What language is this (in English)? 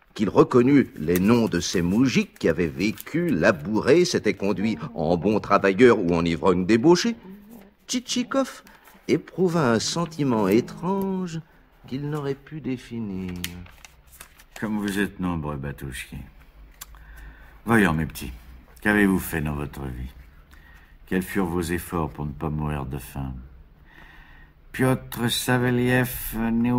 French